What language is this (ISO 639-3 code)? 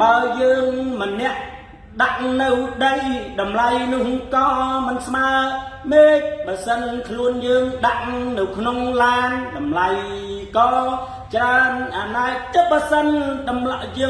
khm